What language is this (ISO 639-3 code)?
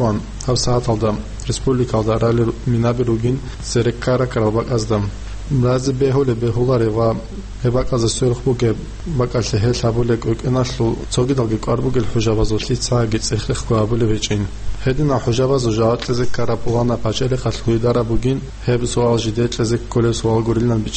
ava